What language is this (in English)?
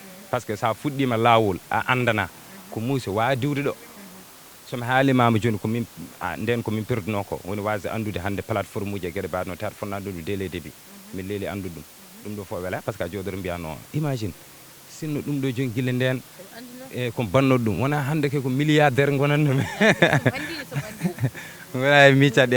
Fula